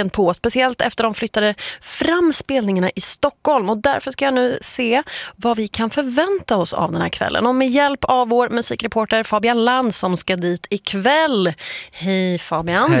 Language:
Swedish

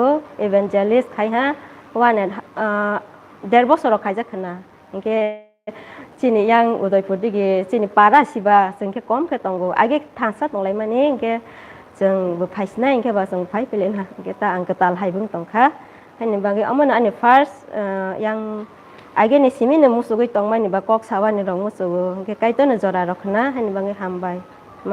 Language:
Kok Borok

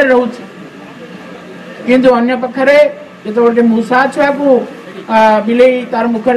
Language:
Odia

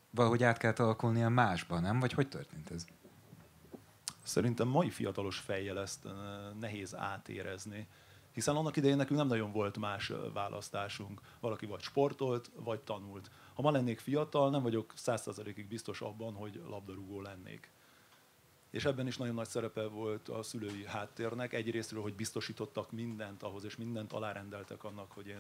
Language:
Hungarian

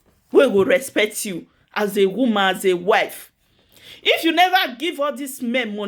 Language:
Nigerian Pidgin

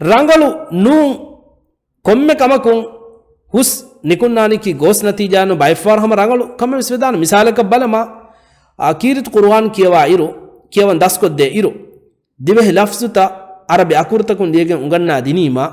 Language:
Divehi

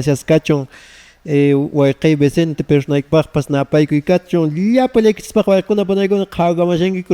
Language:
Quechua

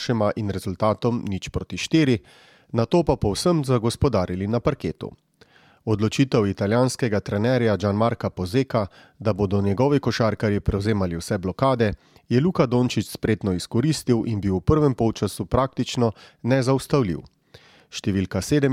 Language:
Slovenian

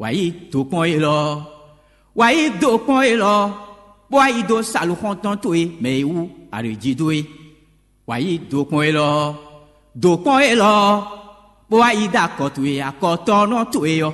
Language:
Fon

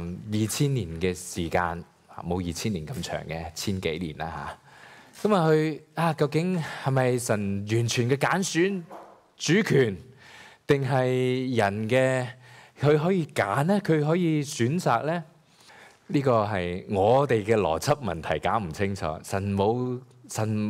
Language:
Cantonese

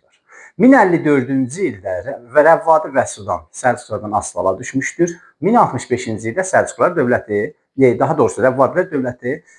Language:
Azerbaijani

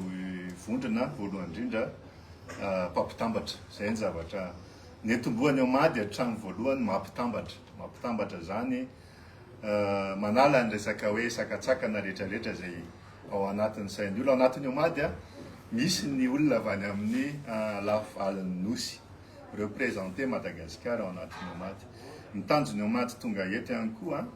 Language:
Malagasy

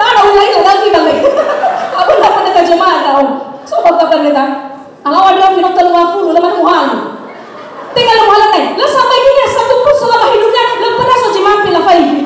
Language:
Nias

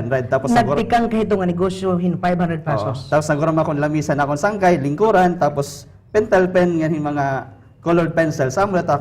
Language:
Waray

